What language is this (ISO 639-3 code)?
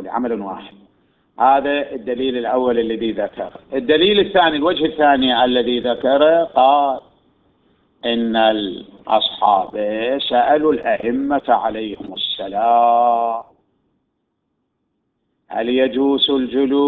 ara